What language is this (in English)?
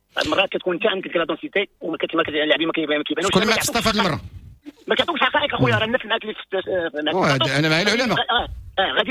Moroccan Arabic